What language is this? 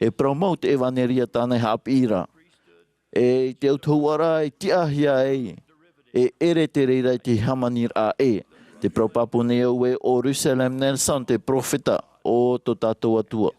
Tahitian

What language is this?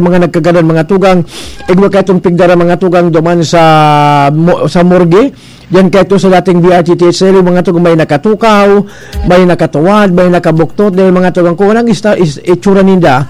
Bikol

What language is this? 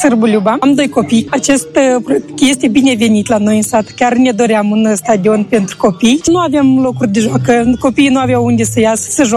Romanian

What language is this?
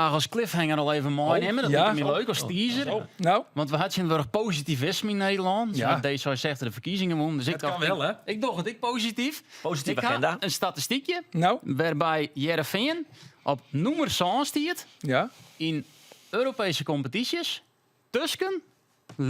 Western Frisian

